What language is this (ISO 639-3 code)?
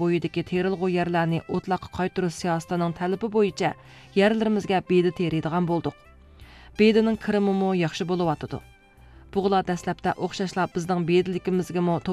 uig